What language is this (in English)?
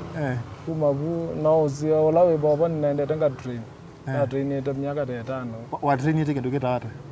Kamba